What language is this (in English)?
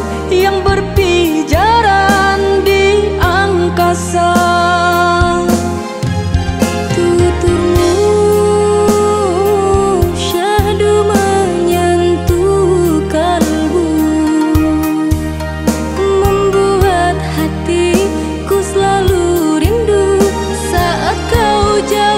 Indonesian